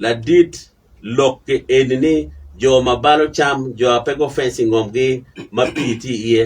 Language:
Acoli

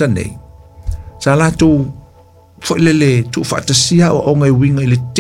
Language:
Samoan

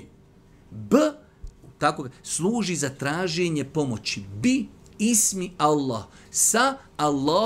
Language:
Bosnian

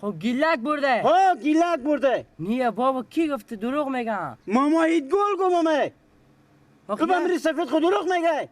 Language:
Persian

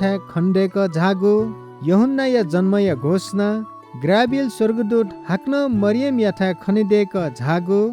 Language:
Newari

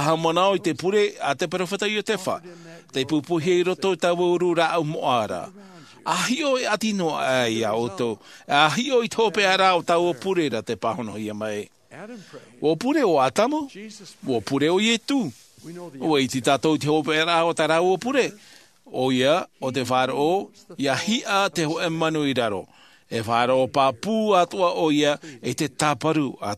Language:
Tahitian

